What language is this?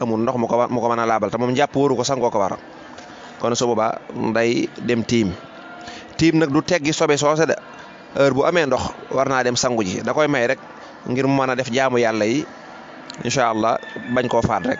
Wolof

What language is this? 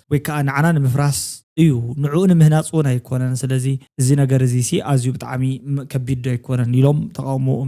Tigrinya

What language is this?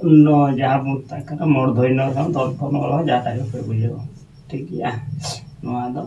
Santali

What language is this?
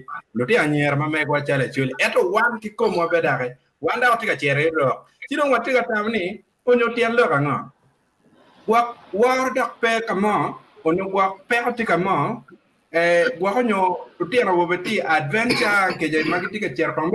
Acoli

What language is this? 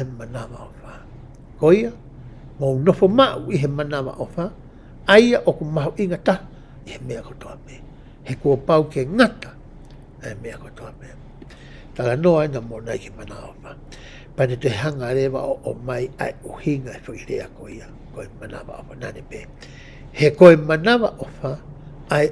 Tongan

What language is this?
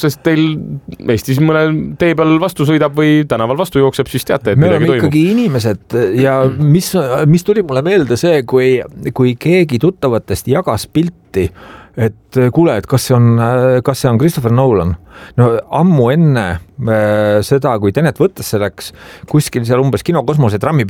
Estonian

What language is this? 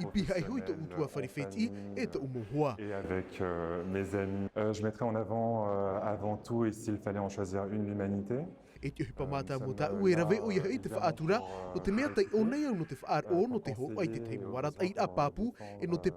Tahitian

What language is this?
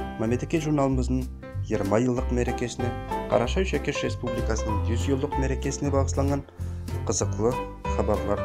Nogai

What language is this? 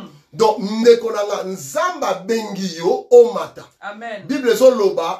Lingala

